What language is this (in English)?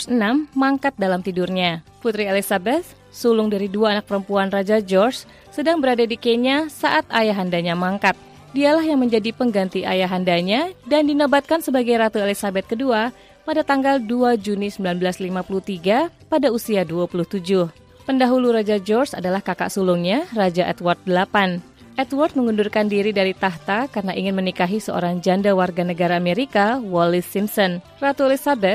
Indonesian